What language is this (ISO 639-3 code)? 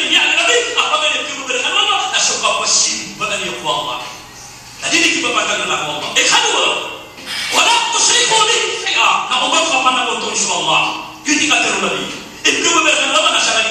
mrw